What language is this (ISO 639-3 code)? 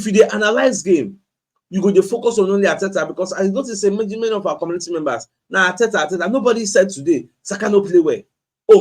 pcm